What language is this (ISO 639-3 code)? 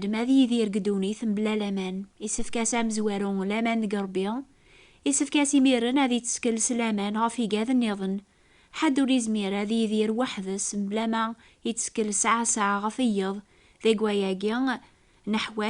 kab